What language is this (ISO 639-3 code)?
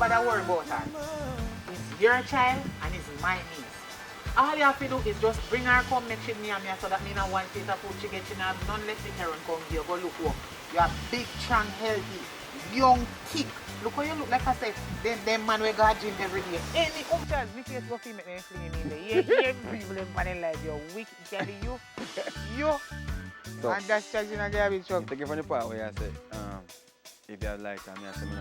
jam